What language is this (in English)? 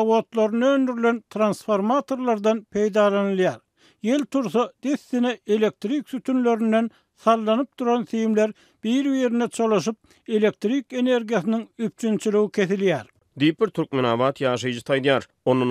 Turkmen